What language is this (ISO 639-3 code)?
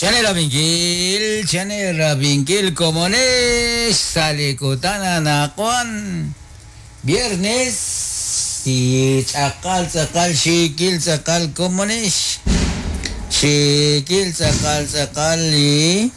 kek